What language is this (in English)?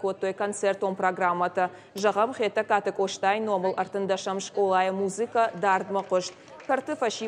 Ossetic